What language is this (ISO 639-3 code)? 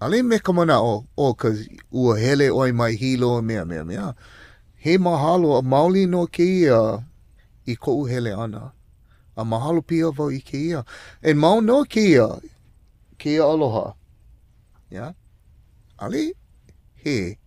haw